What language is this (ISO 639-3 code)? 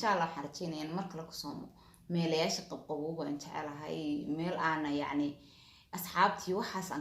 som